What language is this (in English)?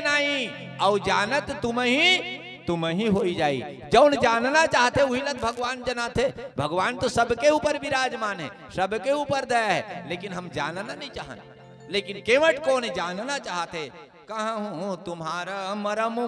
Chhattisgarhi